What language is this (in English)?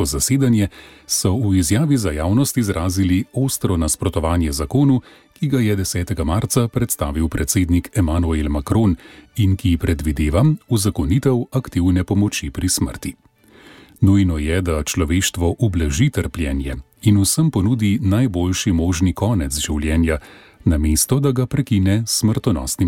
Slovenian